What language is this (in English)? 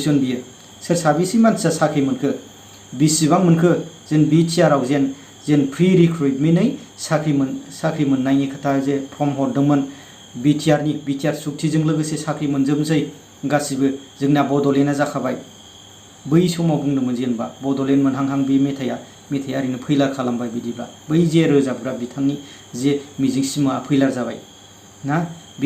Bodo